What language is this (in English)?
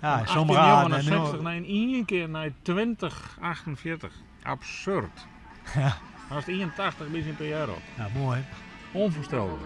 Western Frisian